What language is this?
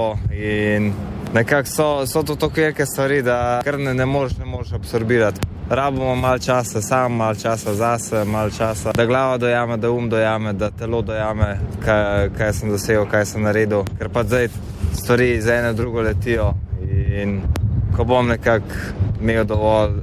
Slovenian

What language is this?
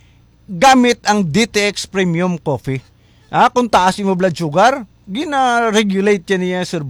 Hiligaynon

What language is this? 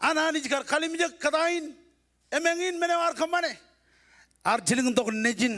Marshallese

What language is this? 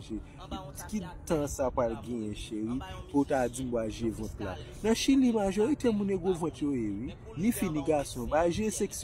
Haitian Creole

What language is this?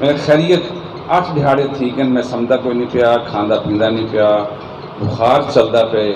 Saraiki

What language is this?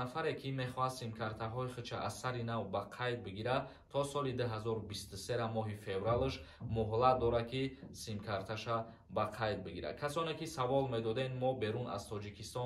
Tajik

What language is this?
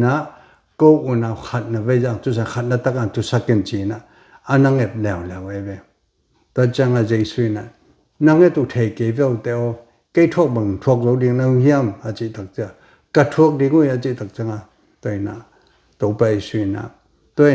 Tedim Chin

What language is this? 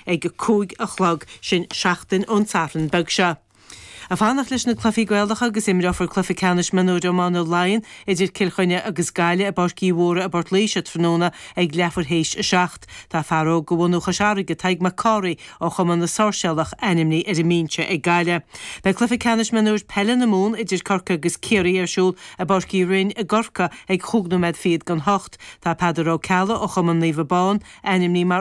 Irish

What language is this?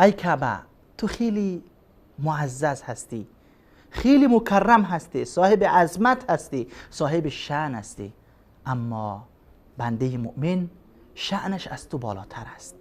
Persian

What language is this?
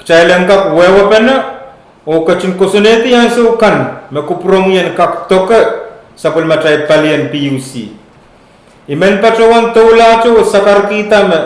Pohnpeian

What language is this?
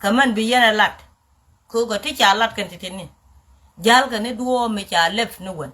Nuer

